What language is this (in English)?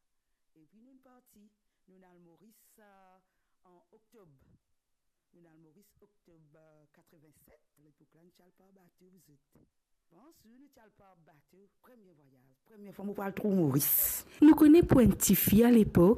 Morisyen